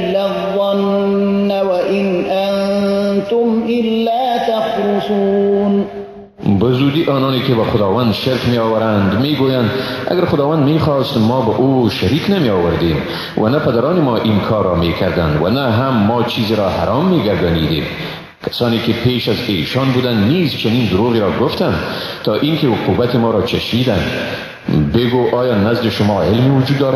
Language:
Persian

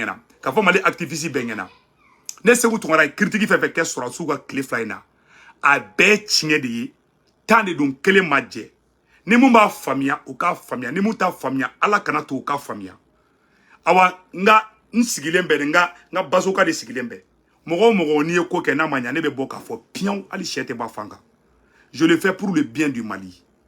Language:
Bambara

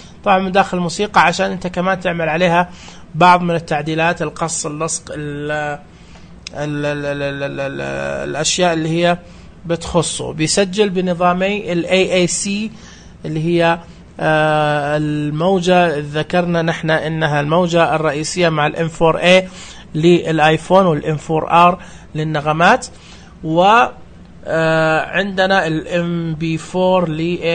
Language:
Najdi Arabic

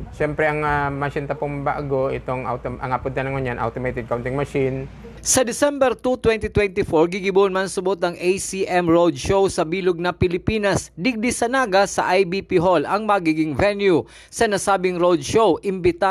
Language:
Bikol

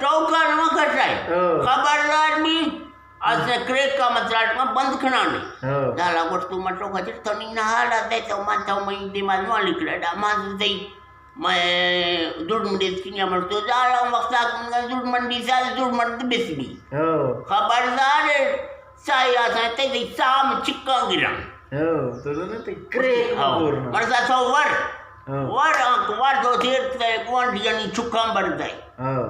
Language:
Eastern Balochi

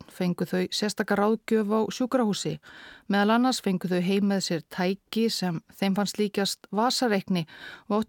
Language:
Icelandic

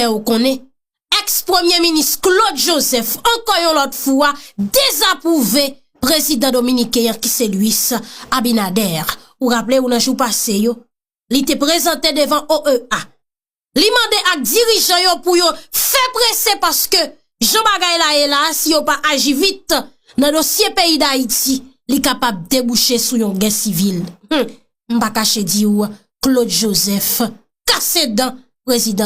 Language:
Haitian Creole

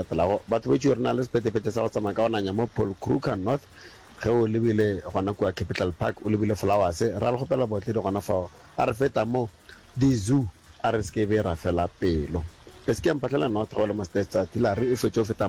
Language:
Northern Sotho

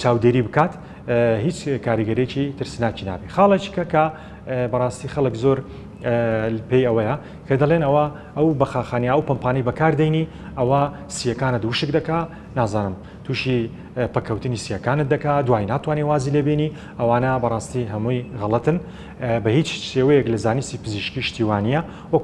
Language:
Central Kurdish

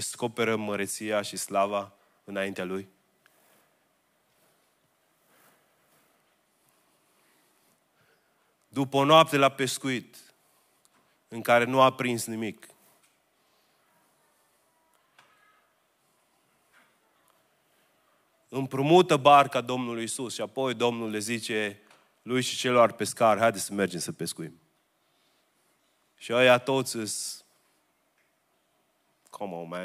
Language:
Romanian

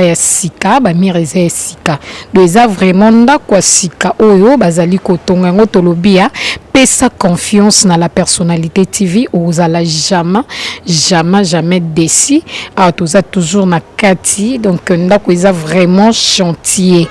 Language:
Lingala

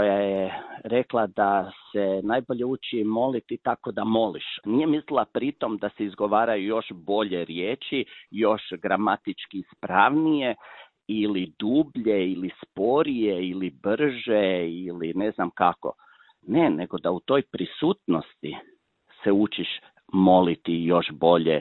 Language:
Croatian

